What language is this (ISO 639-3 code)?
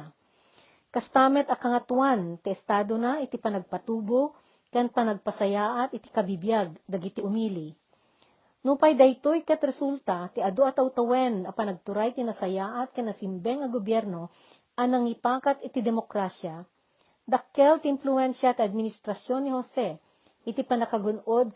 ilo